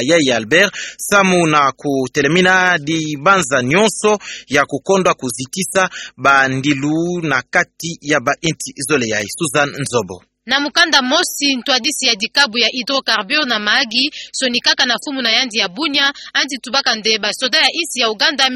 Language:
Kituba (Democratic Republic of Congo)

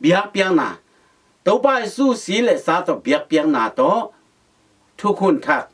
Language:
Tedim Chin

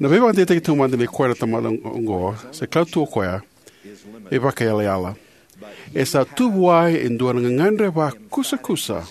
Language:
Fijian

